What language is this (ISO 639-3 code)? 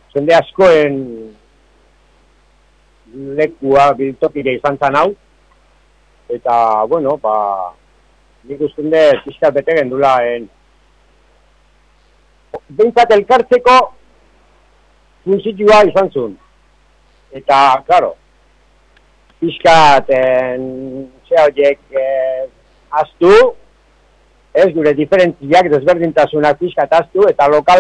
eus